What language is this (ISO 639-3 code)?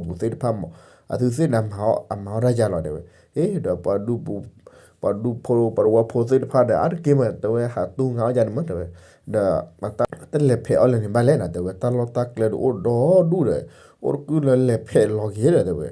ksw